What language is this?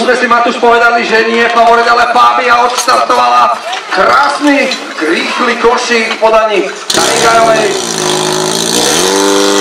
Slovak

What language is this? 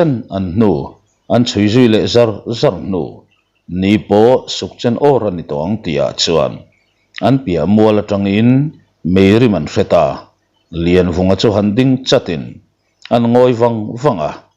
Mizo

